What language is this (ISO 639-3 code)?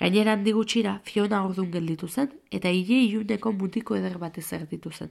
eus